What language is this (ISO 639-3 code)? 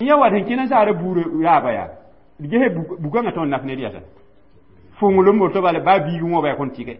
mos